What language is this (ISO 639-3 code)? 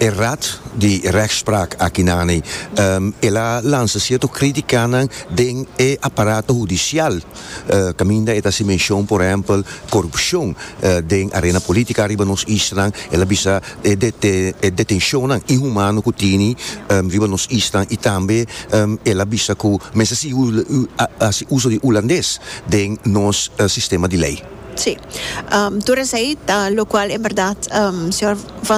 pap